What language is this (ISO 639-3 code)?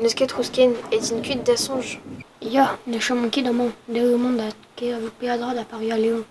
bre